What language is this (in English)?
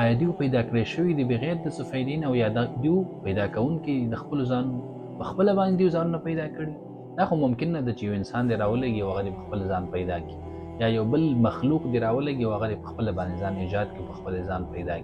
Pashto